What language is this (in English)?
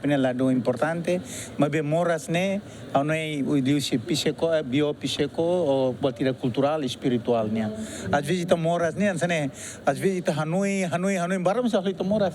Tetum